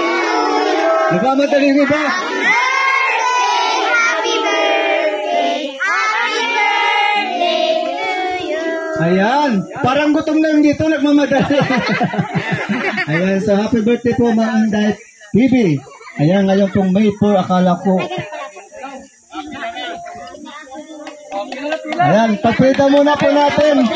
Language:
Filipino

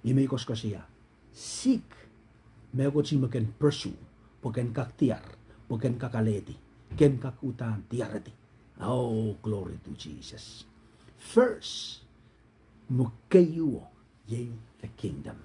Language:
Pohnpeian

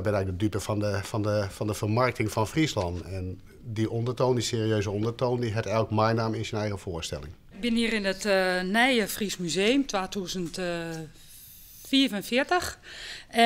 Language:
Western Frisian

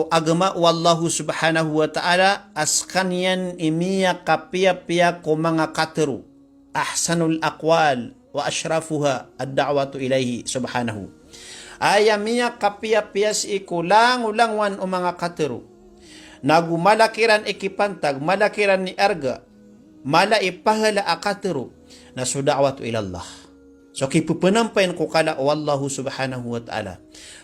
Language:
Maranao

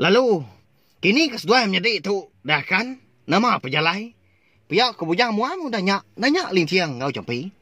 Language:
Iban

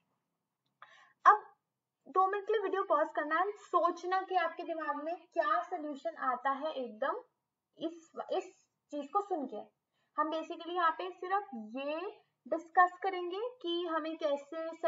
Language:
Hindi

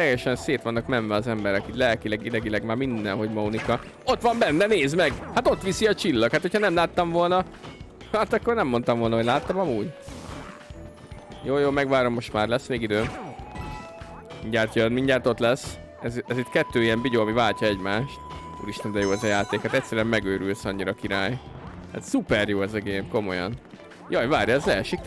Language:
Hungarian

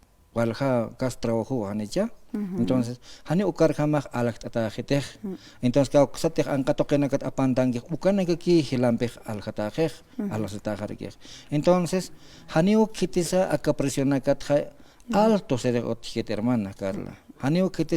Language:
Aymara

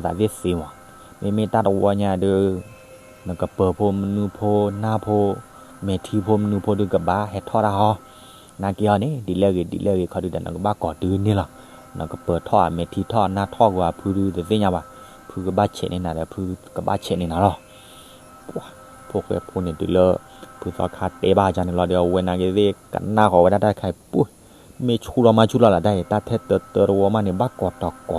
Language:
S'gaw Karen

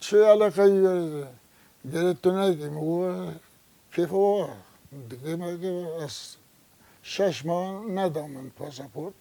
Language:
Kurdish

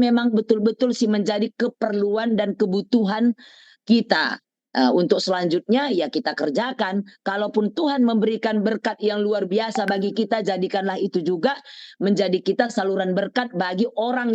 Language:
Batak Karo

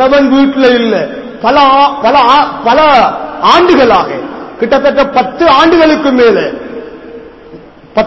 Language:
Tamil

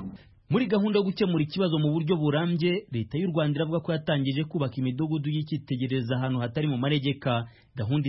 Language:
Kinyarwanda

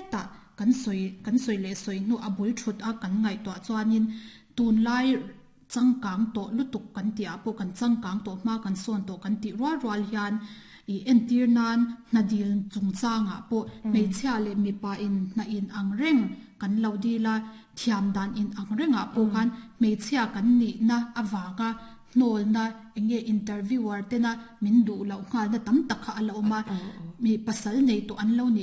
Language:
Mizo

